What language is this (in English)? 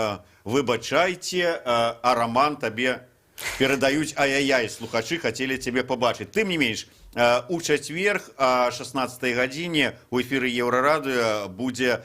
Belarusian